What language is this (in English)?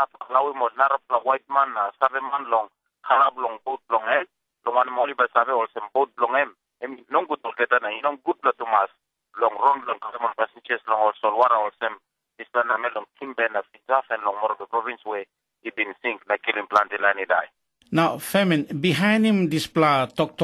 Tok Pisin